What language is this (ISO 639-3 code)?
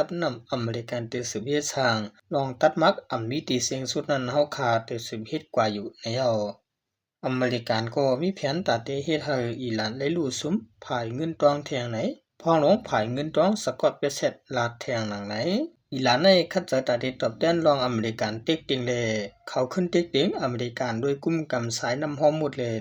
shn